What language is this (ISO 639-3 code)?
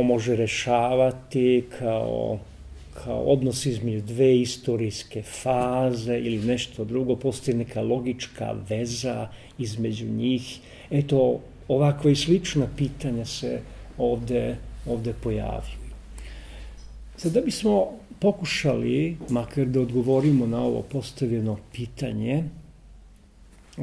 srp